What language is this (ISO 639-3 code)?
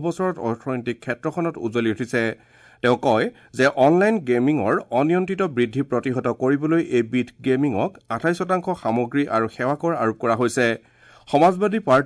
asm